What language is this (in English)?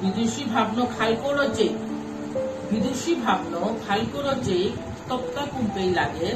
Bishnupriya